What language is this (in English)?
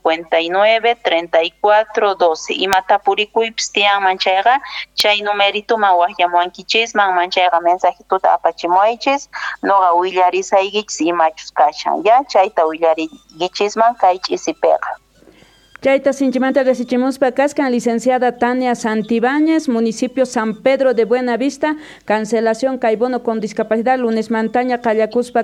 South Bolivian Quechua